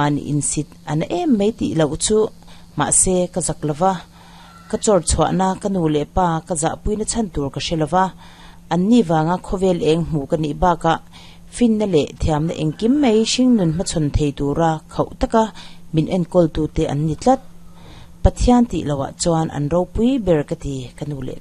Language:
Mizo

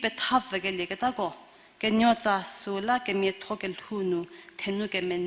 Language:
Angami Naga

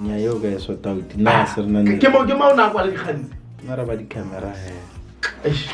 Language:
Tswana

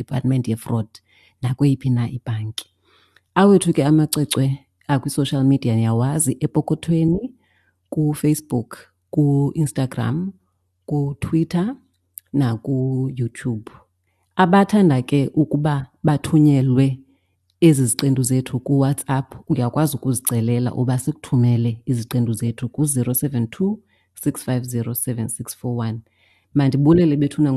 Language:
Xhosa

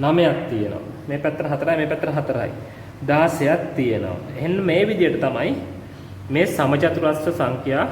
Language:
Sinhala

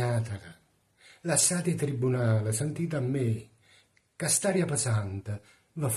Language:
Neapolitan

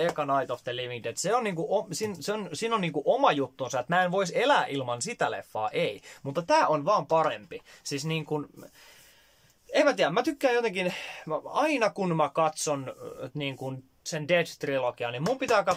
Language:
Finnish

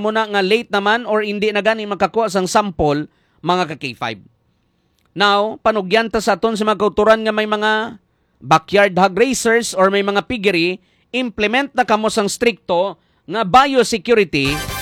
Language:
Hiligaynon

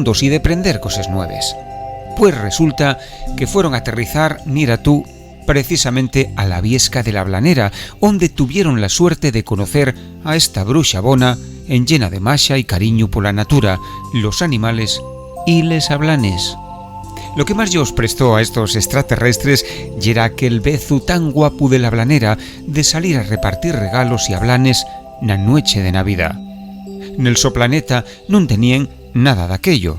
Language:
Asturian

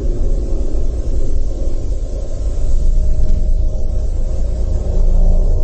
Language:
Indonesian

